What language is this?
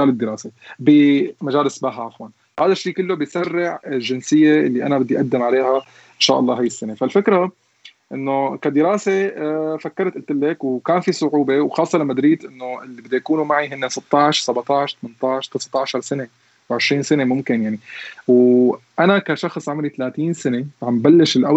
North Levantine Arabic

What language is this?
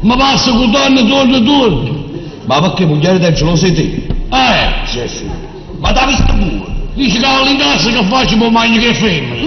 Neapolitan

